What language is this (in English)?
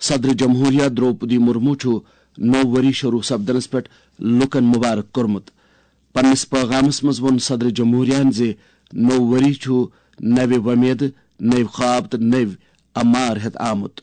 Kashmiri